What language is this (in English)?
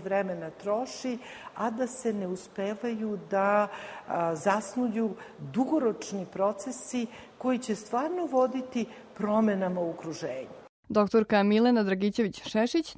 Serbian